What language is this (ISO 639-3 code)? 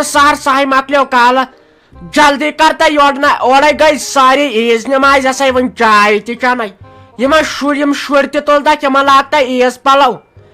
kas